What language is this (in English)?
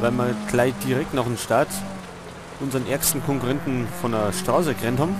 Bavarian